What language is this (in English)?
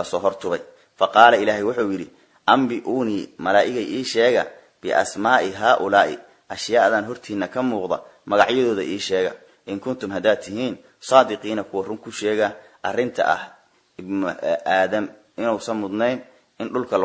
Somali